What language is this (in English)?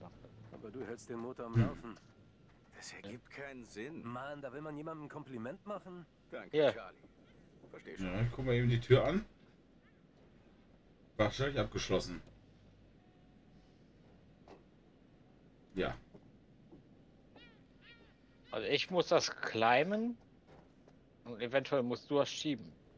German